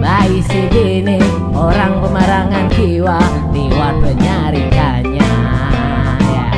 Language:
Banjar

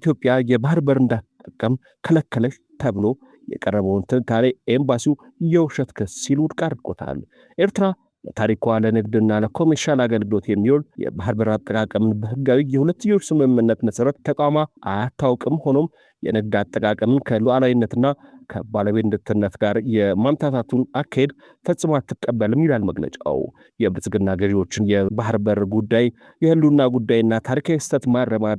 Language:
Amharic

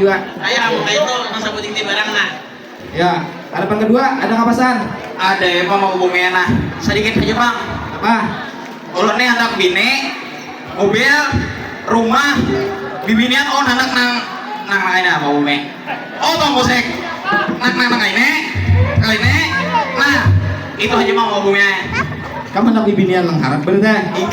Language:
Banjar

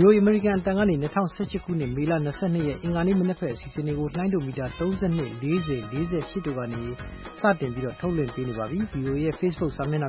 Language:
Burmese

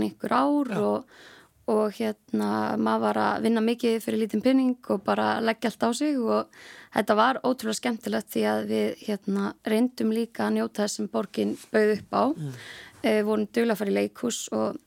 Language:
Icelandic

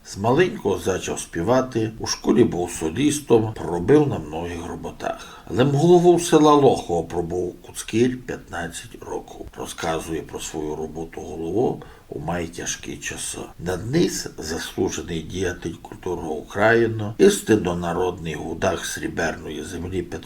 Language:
Rusyn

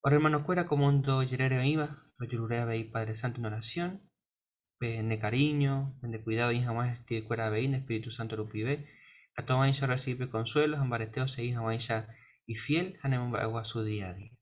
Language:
Guarani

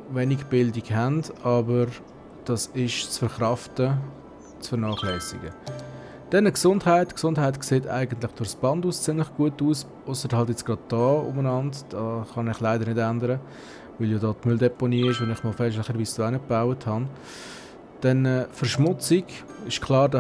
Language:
Swiss German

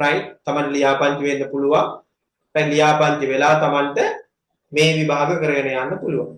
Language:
Sinhala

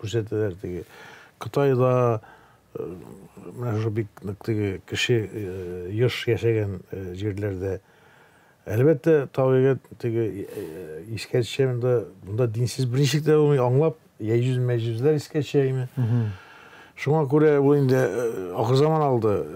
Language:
Tatar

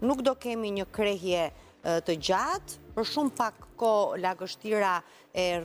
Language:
Albanian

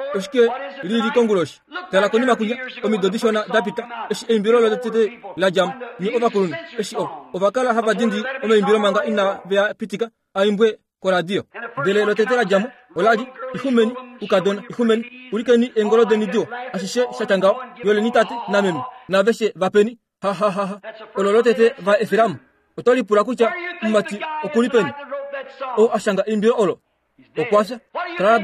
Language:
Kuanyama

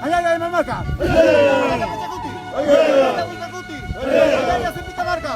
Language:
Aymara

